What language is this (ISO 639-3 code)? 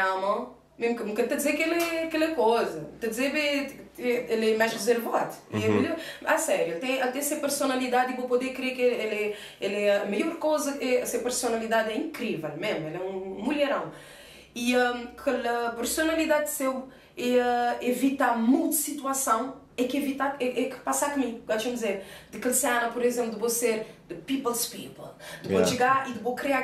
kea